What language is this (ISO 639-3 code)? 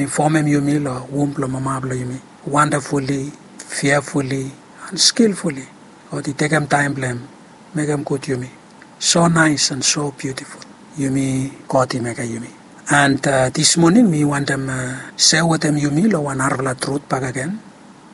bis